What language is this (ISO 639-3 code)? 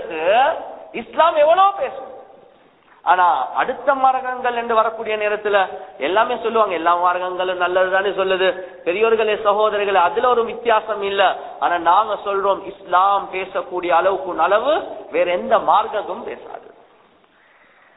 tam